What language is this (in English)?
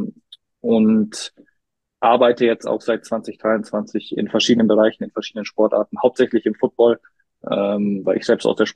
German